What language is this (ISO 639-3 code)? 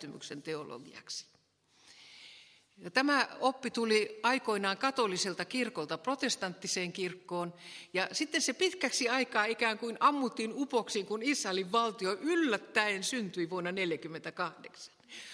fin